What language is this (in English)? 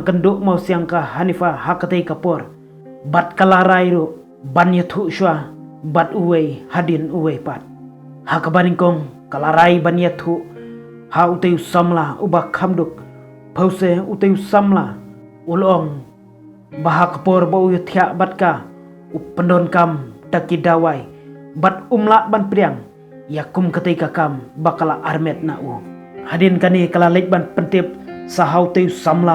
Khasi